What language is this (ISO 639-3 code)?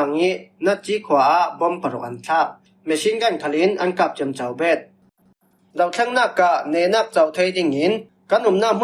cfm